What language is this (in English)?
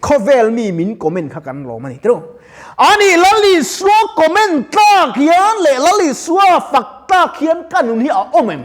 Mizo